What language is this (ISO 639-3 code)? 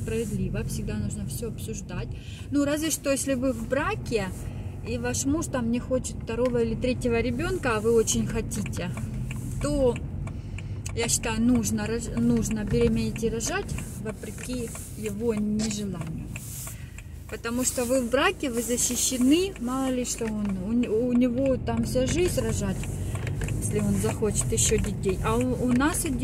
rus